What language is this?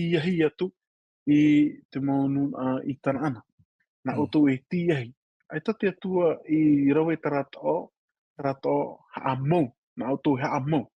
Tahitian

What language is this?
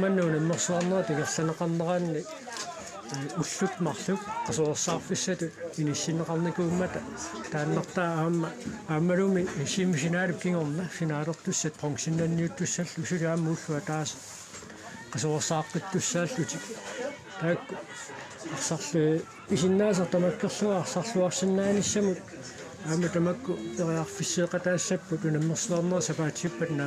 Kalaallisut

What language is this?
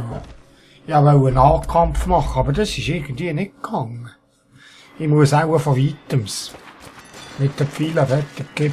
Swiss German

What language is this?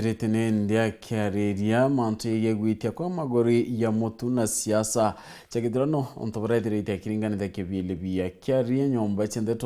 Meru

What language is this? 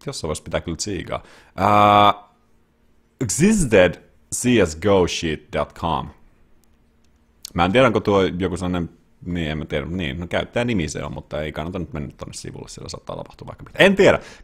Finnish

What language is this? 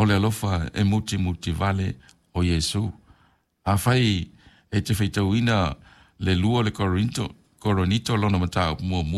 Samoan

